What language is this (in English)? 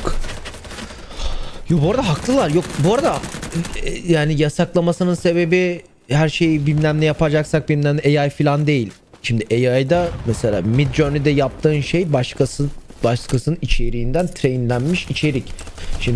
Turkish